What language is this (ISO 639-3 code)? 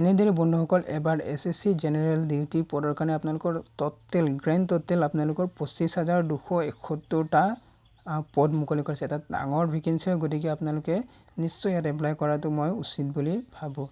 asm